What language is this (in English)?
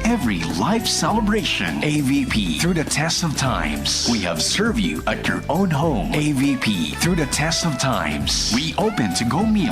Bikol